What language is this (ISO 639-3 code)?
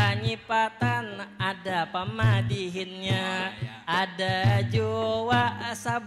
bjn